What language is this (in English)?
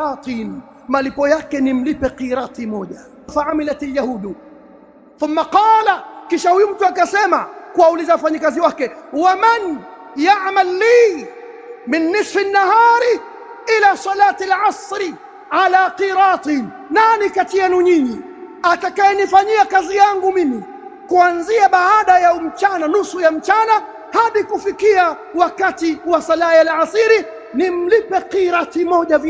Swahili